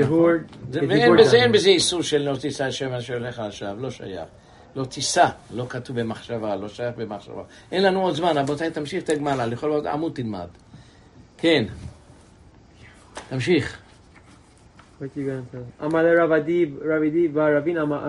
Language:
Hebrew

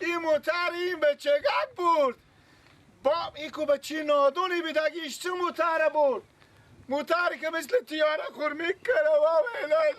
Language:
Persian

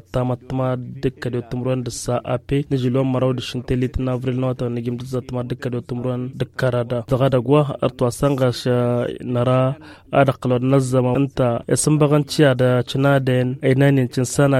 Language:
Tamasheq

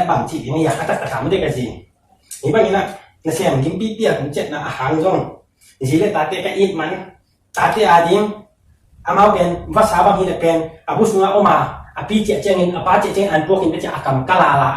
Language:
Tedim Chin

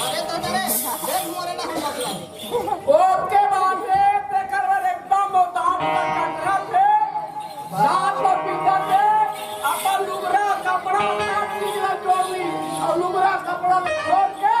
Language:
Chhattisgarhi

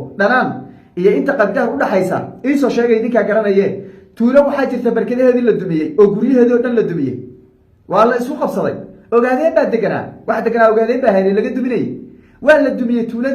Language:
Somali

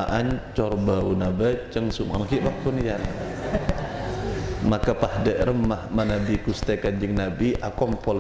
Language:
Madurese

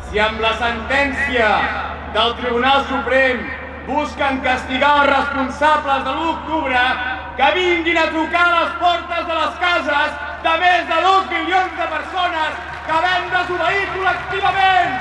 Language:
Occitan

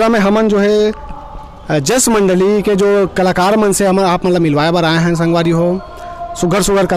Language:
Chhattisgarhi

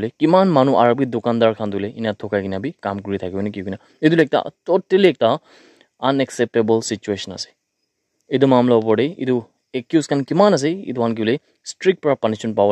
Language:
Naga Pidgin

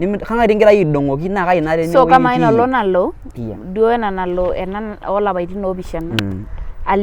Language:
Masai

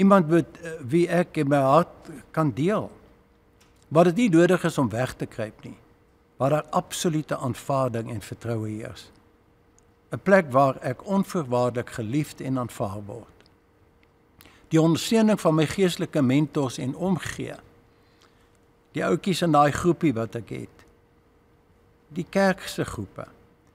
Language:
Afrikaans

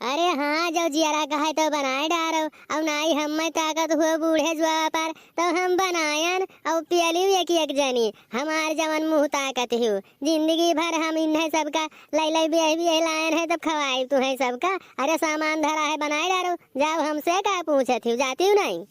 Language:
Awadhi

